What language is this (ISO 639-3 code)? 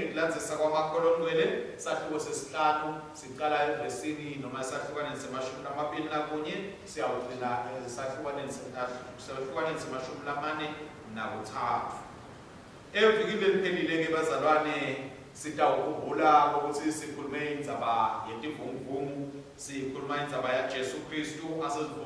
ssw